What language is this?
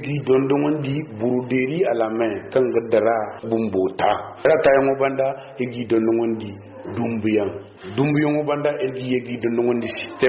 Zarma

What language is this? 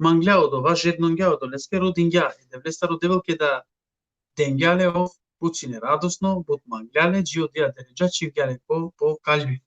Balkan Romani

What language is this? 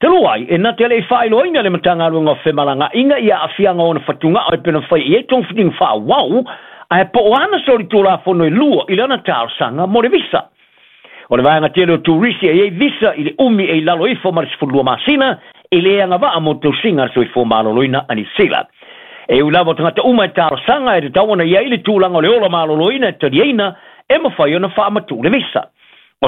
Samoan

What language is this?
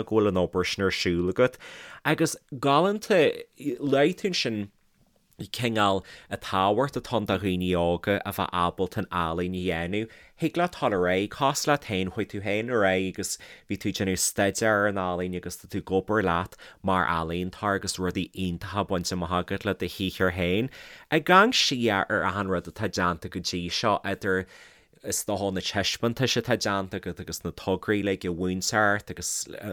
Irish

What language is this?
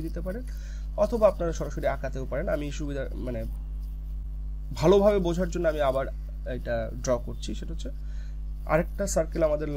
Bangla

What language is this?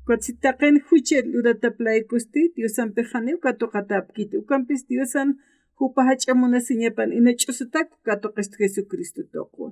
Aymara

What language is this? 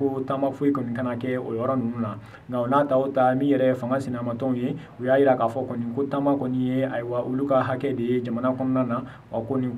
Bambara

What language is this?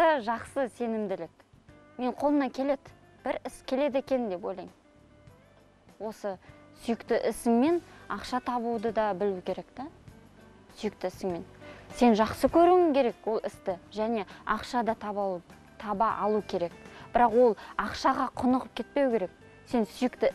Kazakh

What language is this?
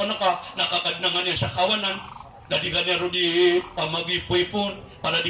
Maranao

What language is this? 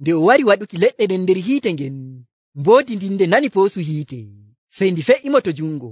Nigerian Fulfulde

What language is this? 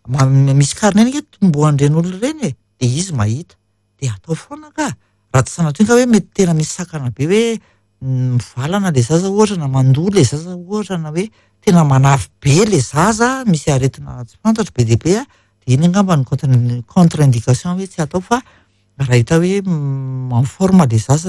Malagasy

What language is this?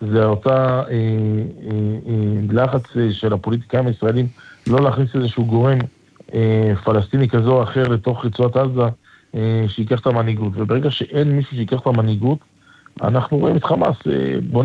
Hebrew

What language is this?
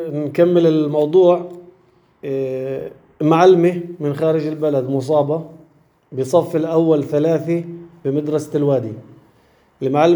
North Levantine Arabic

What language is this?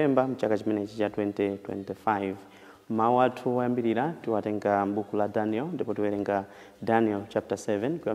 Nyanja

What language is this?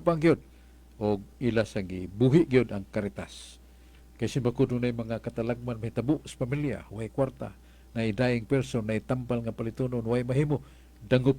Cebuano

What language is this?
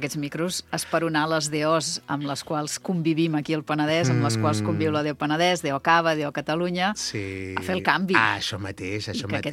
Catalan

